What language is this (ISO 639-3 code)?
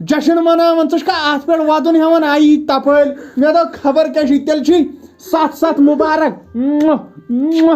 kas